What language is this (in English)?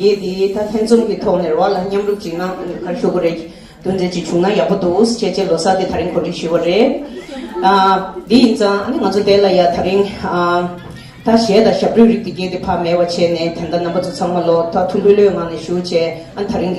Tibetan